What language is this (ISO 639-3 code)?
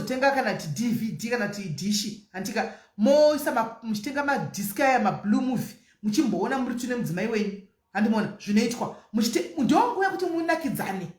sna